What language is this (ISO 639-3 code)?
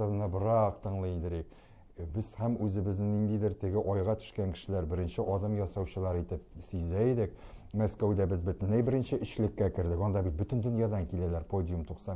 tat